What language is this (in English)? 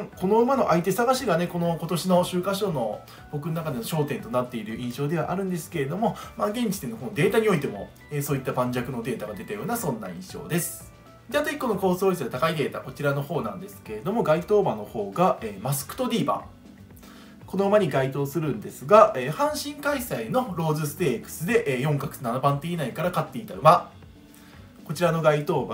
Japanese